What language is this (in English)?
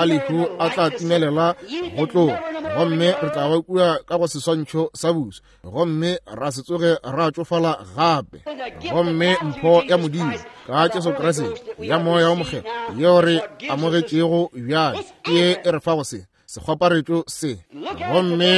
Northern Sotho